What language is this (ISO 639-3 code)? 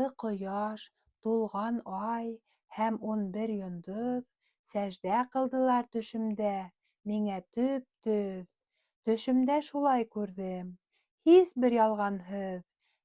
bak